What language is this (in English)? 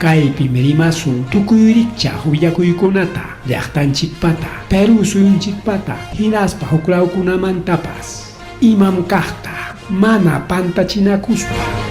Ayacucho Quechua